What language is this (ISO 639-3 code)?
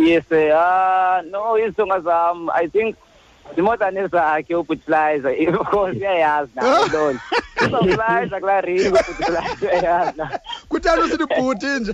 xho